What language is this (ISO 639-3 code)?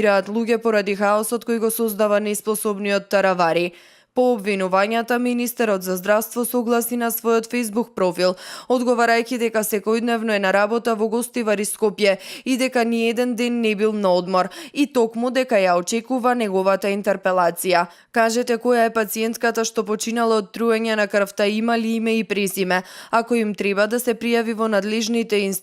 mkd